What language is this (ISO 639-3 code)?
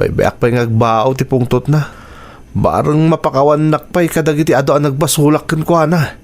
ilo